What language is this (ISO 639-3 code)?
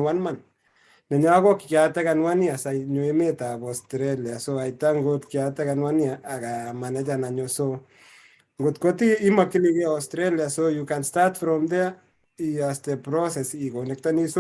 kln